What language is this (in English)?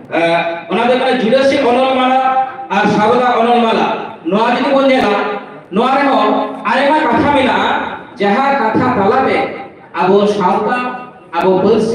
Santali